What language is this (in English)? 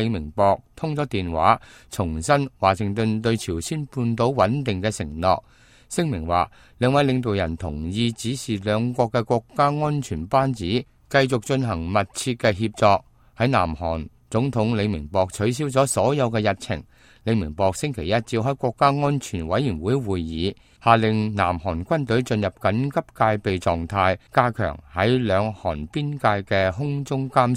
Cantonese